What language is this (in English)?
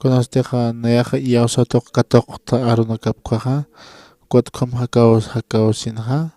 Aymara